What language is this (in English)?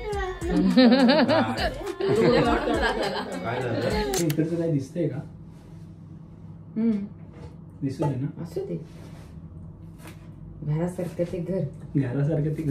Marathi